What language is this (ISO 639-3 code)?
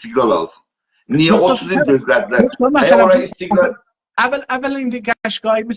azb